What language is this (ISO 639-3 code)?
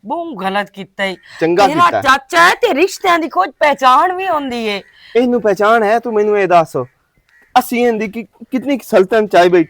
lah